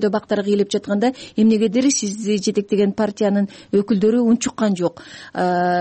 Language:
Kyrgyz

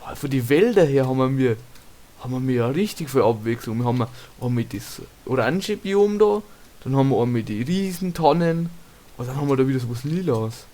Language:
Bavarian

